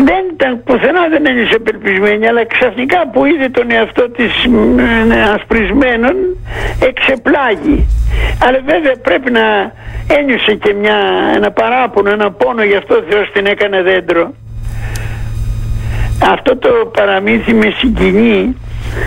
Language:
Greek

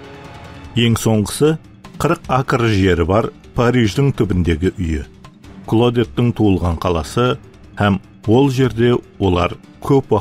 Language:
Kara-Kalpak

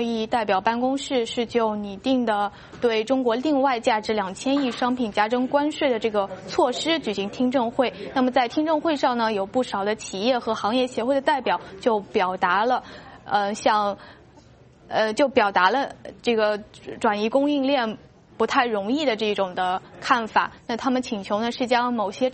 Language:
Chinese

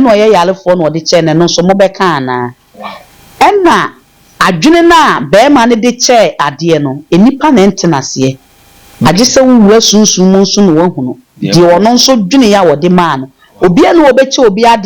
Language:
Akan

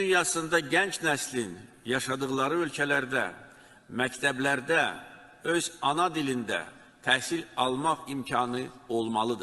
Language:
South Azerbaijani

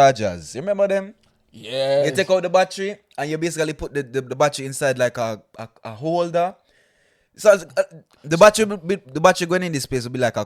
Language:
Jamaican Creole English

